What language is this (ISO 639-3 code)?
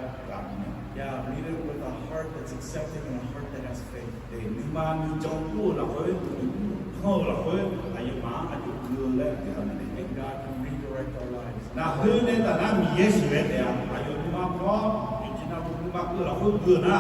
ahk